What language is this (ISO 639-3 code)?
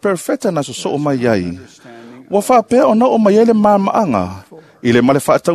smo